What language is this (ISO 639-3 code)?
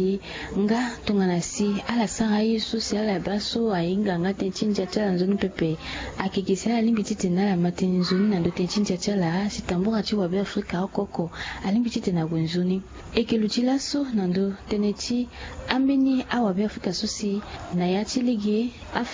sag